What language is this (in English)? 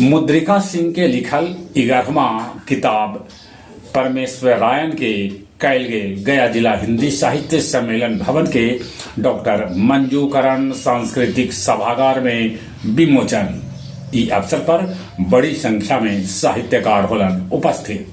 Magahi